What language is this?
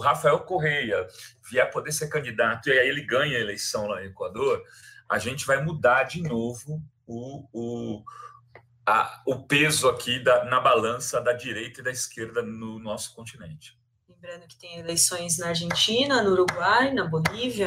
Portuguese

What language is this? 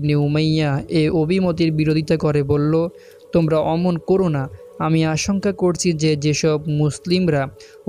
Bangla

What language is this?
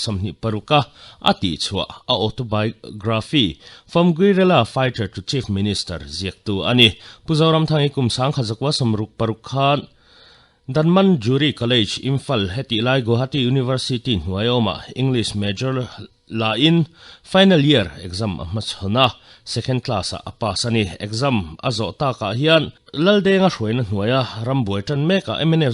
Mizo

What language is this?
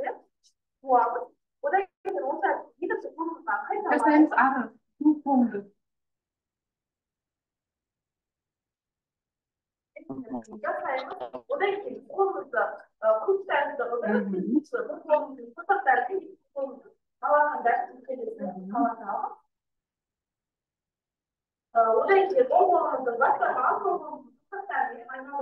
Kazakh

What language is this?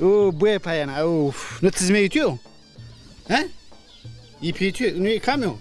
Zaza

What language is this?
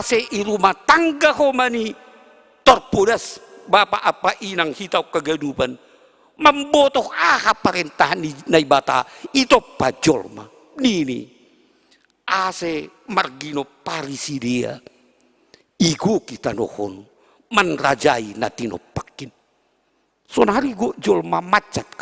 Batak Simalungun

